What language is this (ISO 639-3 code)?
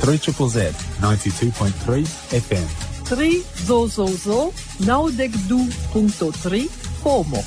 epo